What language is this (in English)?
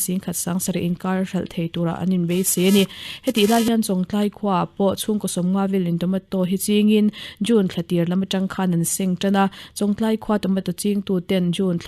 Mizo